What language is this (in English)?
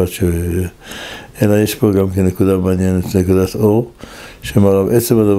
Hebrew